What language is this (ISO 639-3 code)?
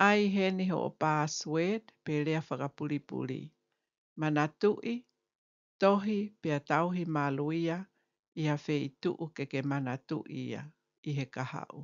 ton